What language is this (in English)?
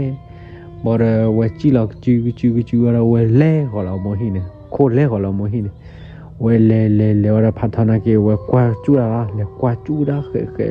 S'gaw Karen